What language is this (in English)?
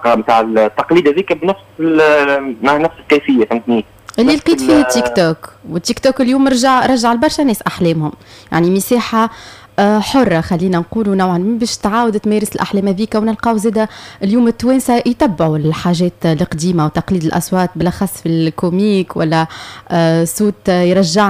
Tunisian Arabic